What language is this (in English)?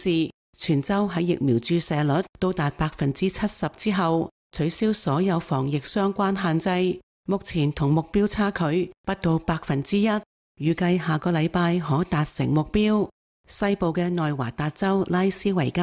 Cantonese